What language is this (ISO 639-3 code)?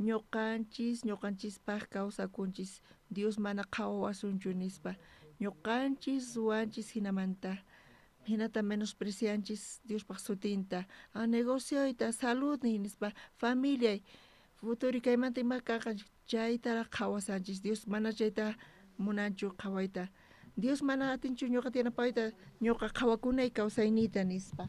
quh